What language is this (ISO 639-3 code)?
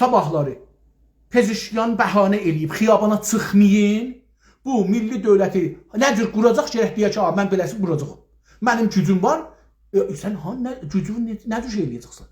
azb